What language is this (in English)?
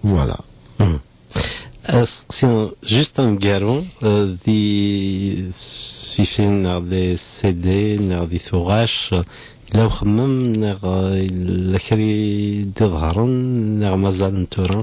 Kabyle